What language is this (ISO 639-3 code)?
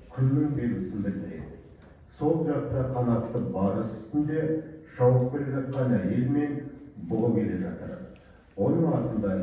kaz